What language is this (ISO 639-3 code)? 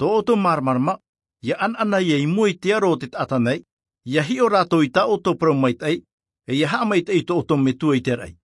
tah